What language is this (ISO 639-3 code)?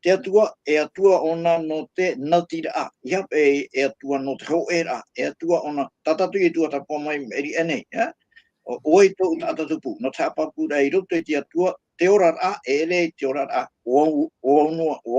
tah